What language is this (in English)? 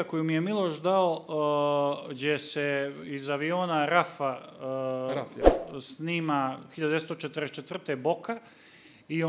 Serbian